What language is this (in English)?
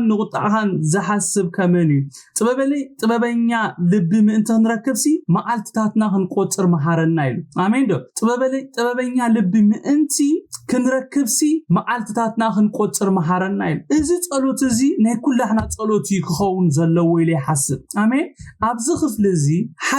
Tigrinya